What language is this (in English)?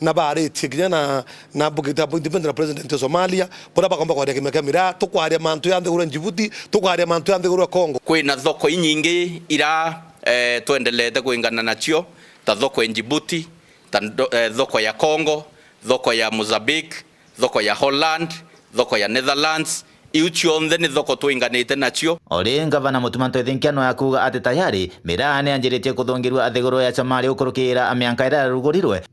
Meru